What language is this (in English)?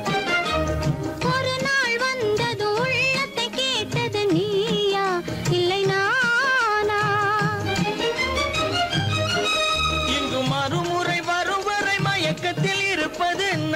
Tamil